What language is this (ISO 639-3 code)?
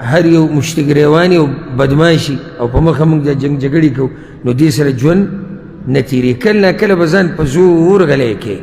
pus